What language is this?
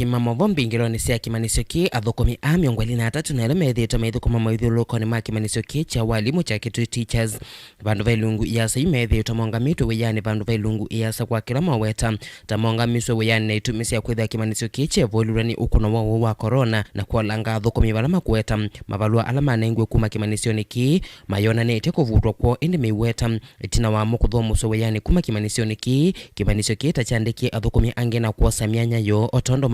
Kamba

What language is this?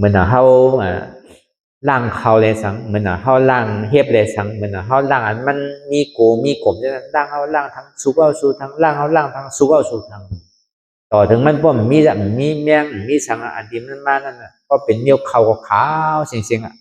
Shan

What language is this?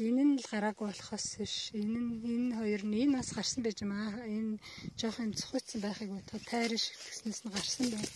Mongolian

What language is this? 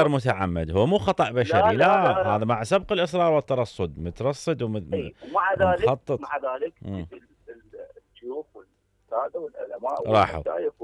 Mesopotamian Arabic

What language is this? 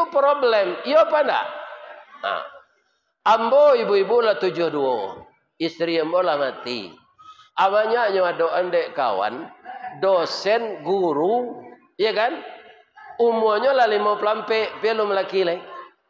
Minangkabau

